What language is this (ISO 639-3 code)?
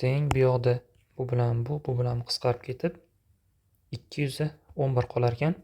uzb